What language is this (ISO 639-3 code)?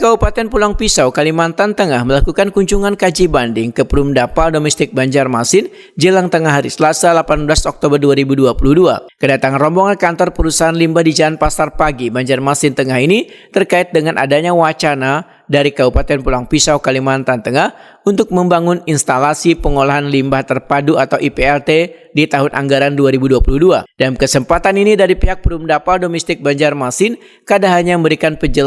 bjn